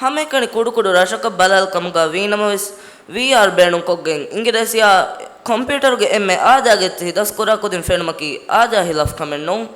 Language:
Divehi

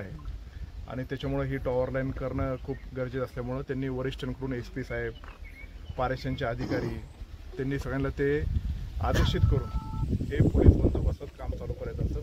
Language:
Marathi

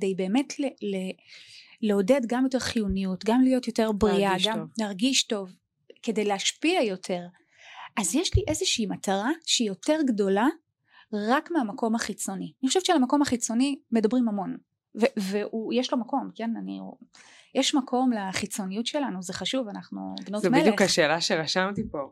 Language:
Hebrew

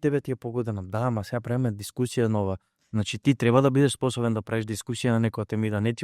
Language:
Macedonian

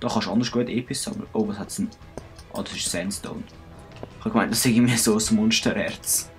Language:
Swiss German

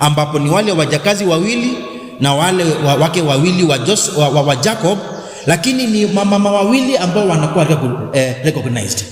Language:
Kamba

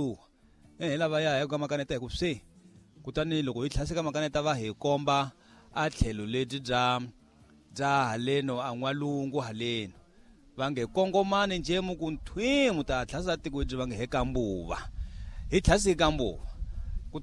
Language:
Tsonga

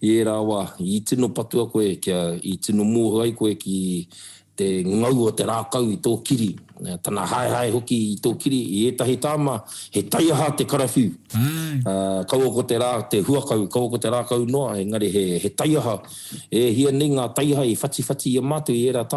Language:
Māori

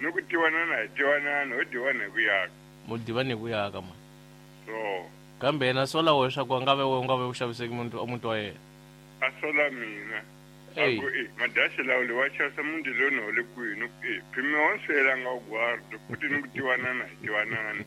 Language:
Tsonga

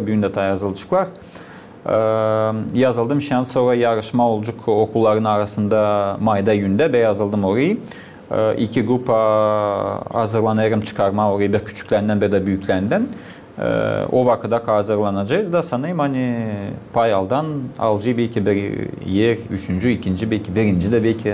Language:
Gagauz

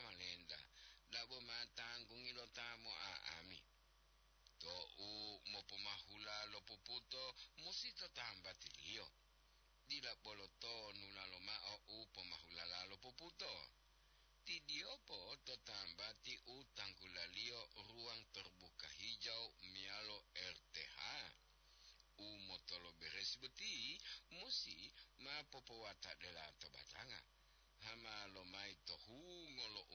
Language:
Gorontalo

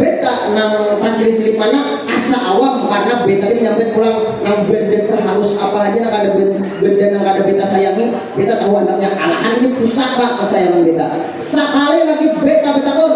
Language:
Banjar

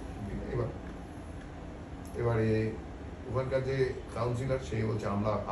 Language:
Bangla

